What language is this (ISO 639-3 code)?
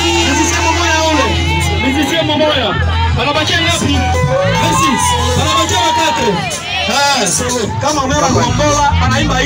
swa